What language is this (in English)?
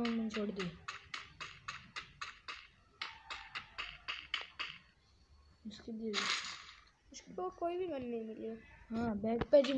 Hindi